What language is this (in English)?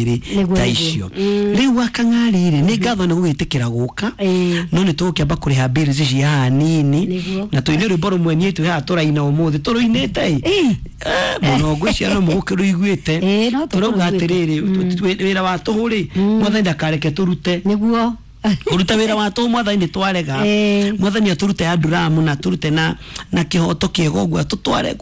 Kikuyu